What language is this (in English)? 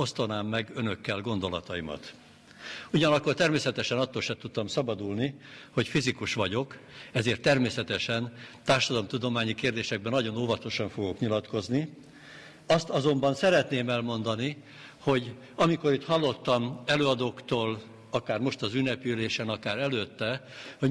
Hungarian